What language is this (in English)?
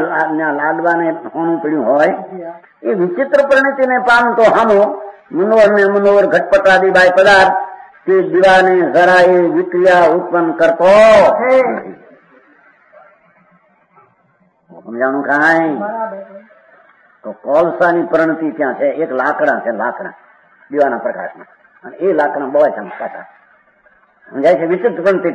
Gujarati